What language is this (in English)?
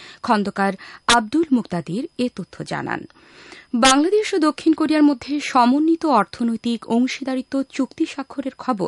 Bangla